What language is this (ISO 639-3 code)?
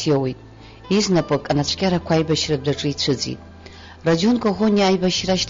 abk